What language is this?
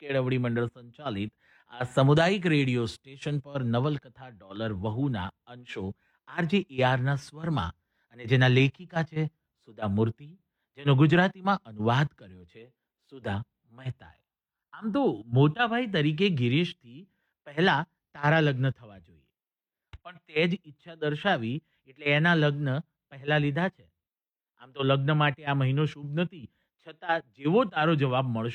Gujarati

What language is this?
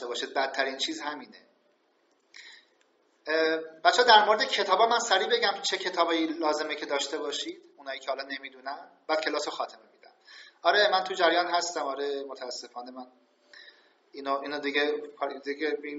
Persian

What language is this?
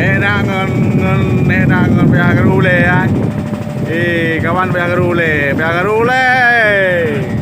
Achinese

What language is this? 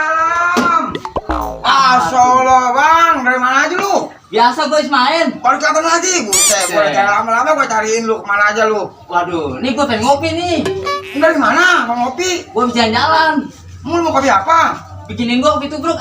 Betawi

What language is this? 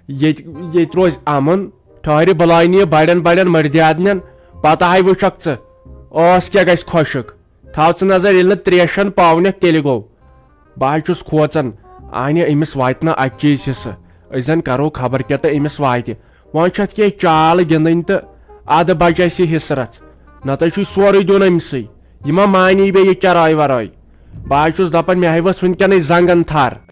Kashmiri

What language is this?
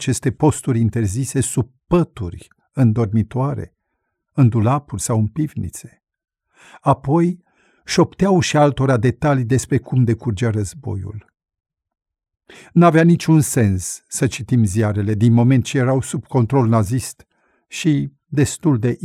Romanian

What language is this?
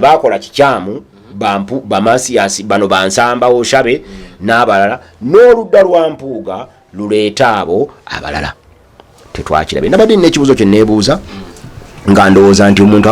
Ganda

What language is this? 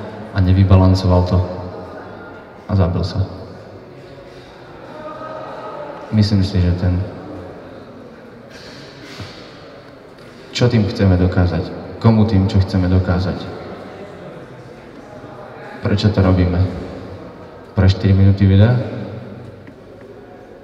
Slovak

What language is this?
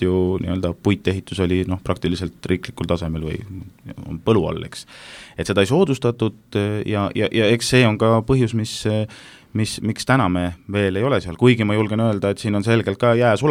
Estonian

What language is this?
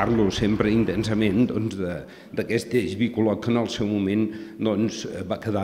Catalan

